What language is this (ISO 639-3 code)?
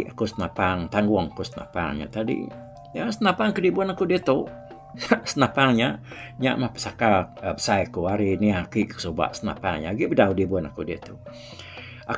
iba